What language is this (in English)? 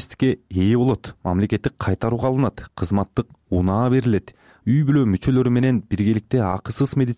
Kyrgyz